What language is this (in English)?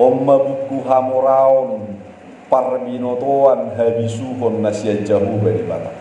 Batak Toba